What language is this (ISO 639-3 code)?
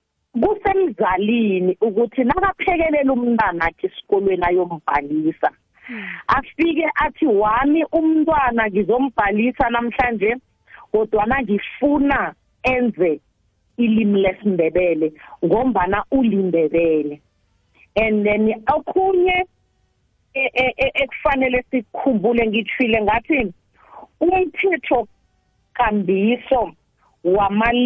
nbl